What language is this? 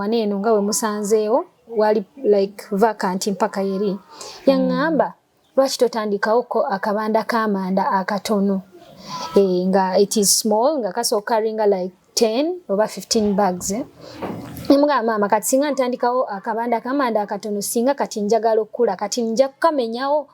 Ganda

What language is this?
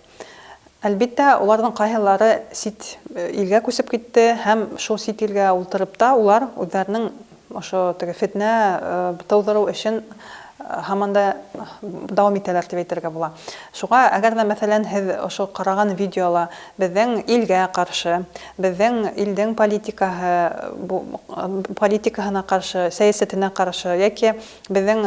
Bashkir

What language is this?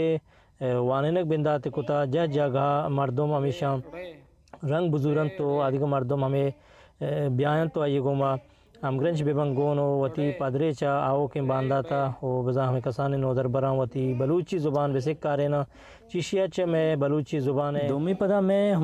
Eastern Balochi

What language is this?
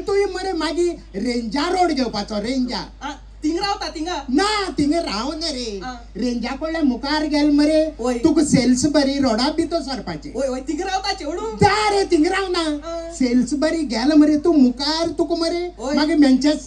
Konkani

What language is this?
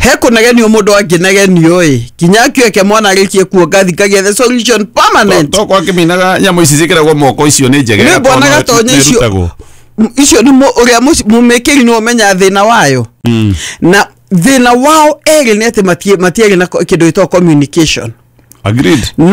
Kikuyu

